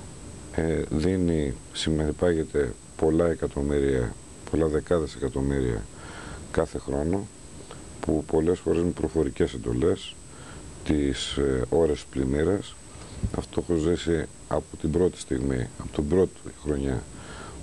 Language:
Greek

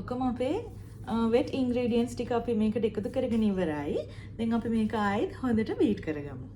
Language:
Sinhala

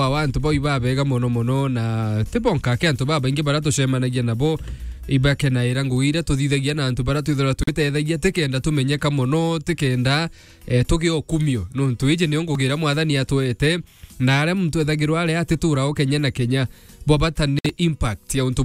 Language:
Meru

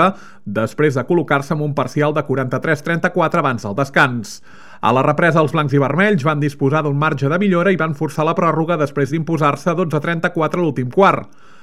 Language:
Catalan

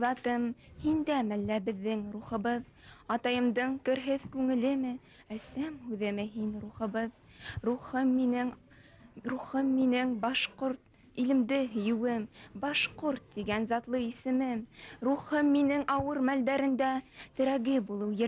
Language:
Bashkir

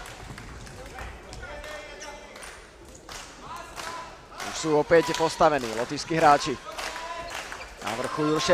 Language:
Slovak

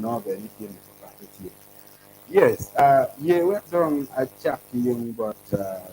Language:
Acoli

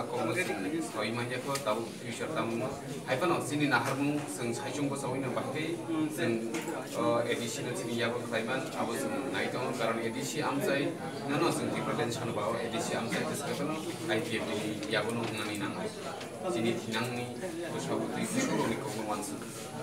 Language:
Kok Borok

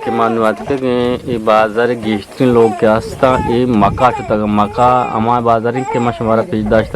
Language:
Eastern Balochi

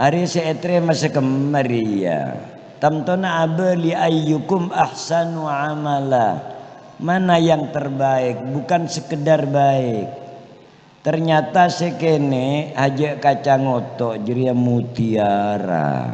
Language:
Madurese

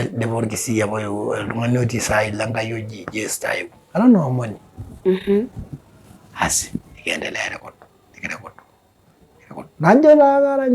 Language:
Masai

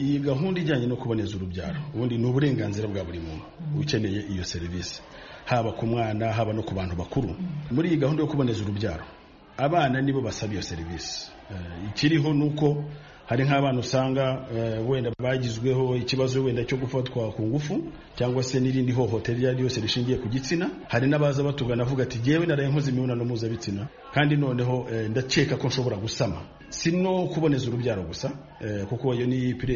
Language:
Kinyarwanda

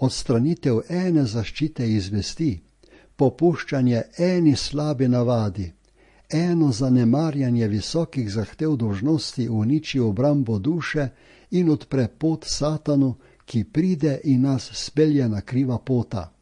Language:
Slovenian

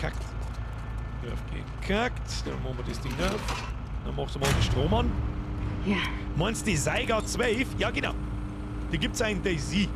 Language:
Bavarian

